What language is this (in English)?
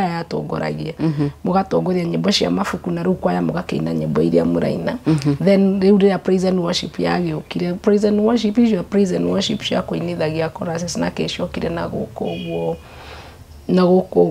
Kikuyu